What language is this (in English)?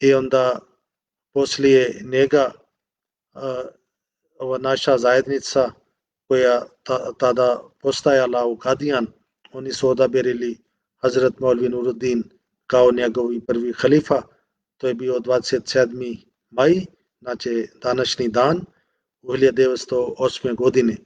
Bosnian